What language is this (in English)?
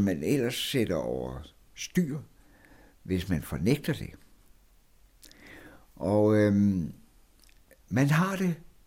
Danish